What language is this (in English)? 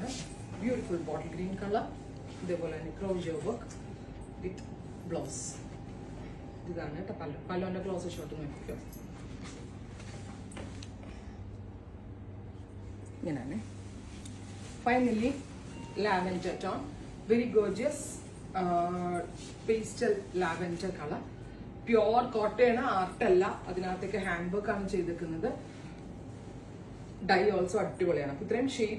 Malayalam